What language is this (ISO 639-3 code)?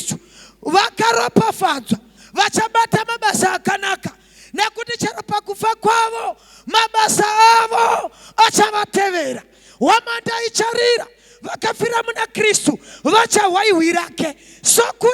sna